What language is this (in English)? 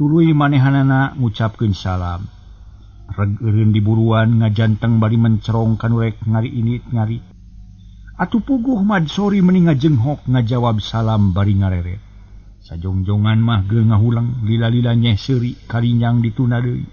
Sundanese